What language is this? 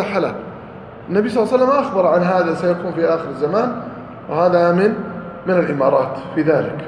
Arabic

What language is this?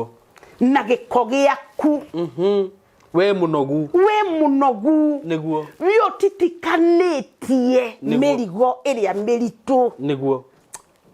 Kikuyu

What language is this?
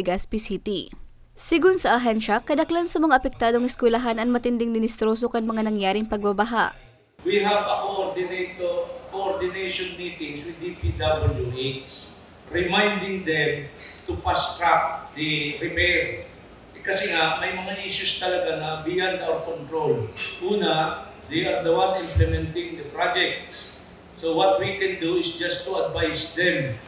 Bikol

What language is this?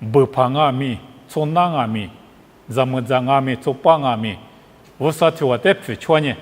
Lisu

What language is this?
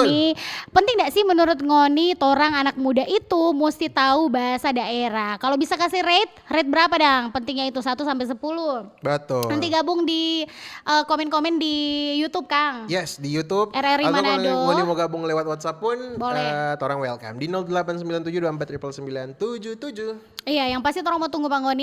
Manado Malay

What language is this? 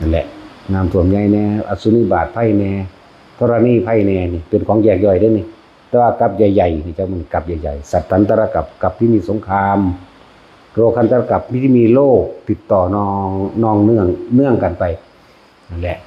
Northeastern Thai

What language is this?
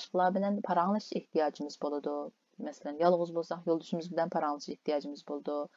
Uyghur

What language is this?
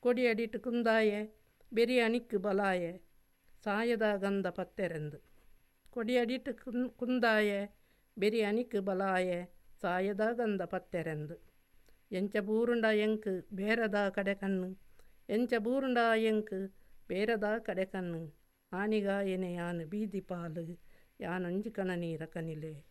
Tulu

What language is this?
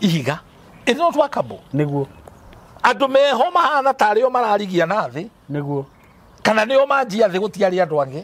Kikuyu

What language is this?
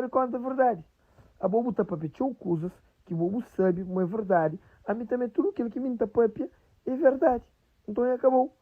Kabuverdianu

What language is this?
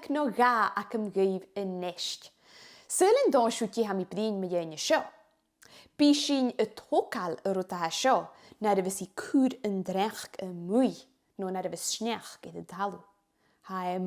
Scottish Gaelic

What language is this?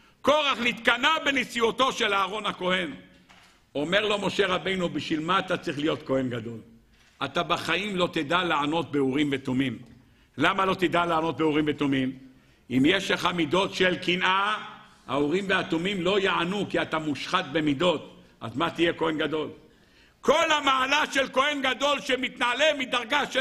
Hebrew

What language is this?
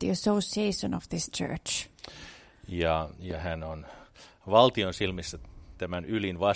Finnish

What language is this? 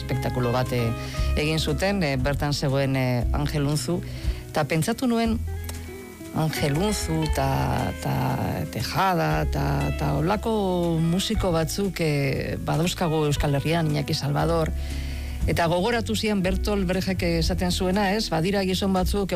Basque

